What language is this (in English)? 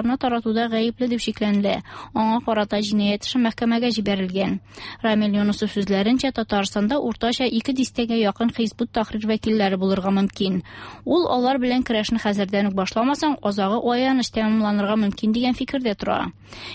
Tatar